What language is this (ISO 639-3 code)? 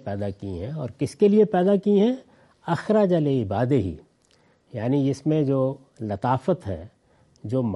urd